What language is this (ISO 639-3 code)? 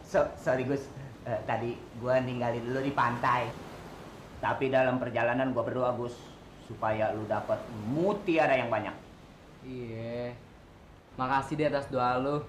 bew